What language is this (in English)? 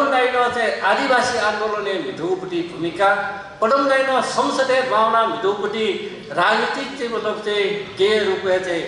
Newari